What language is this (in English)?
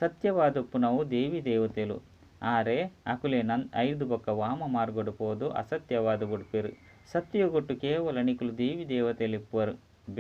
Tulu